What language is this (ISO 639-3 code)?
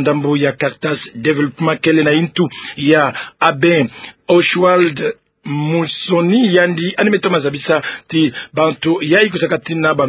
ktu